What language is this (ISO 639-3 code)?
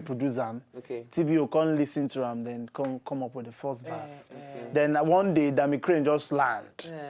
pcm